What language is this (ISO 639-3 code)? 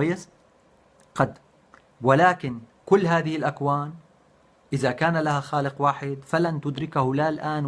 apc